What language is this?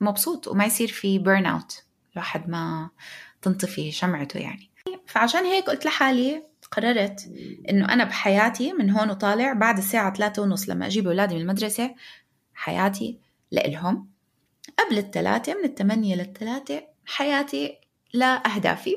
North Levantine Arabic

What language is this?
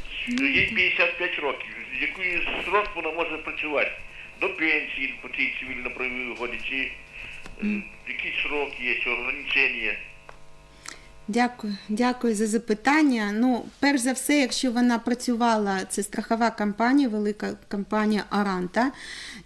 Ukrainian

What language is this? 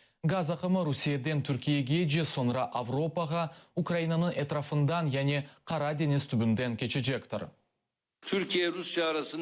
Crimean Tatar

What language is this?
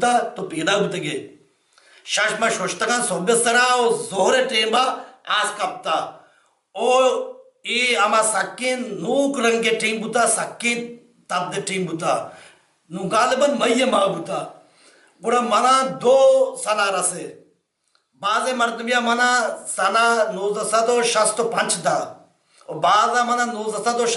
Baluchi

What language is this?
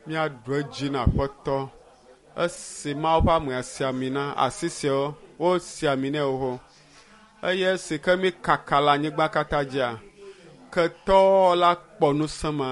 Ewe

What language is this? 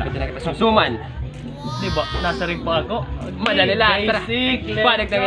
Waray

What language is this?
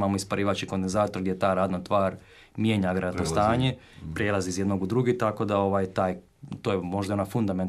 Croatian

